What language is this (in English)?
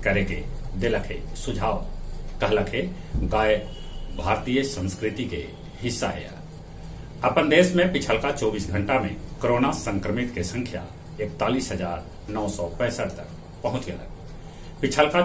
Magahi